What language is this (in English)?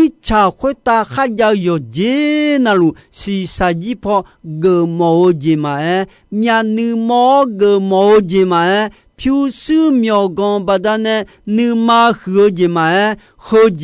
Akha